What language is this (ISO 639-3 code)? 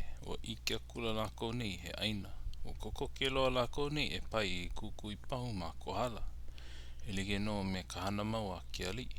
haw